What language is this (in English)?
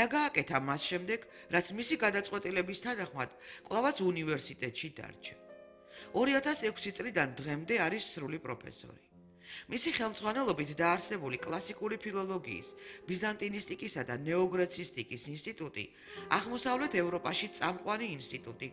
Georgian